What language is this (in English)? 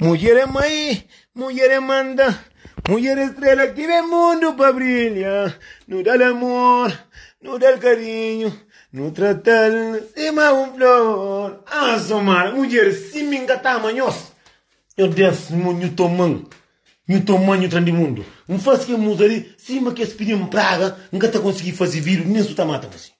Kabuverdianu